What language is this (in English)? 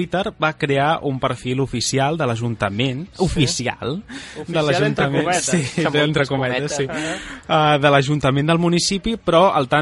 Catalan